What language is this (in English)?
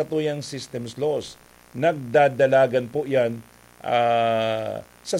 Bikol